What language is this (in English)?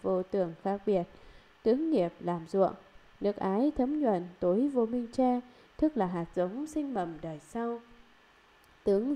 Vietnamese